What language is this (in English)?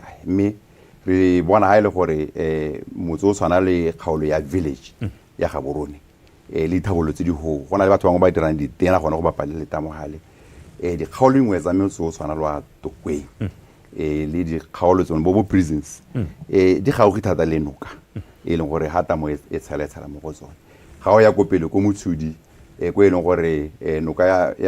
Tswana